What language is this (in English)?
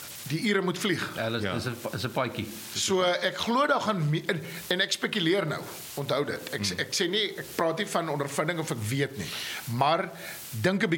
Afrikaans